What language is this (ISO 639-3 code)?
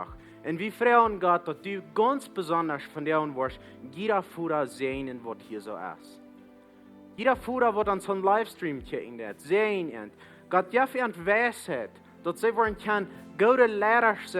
pdt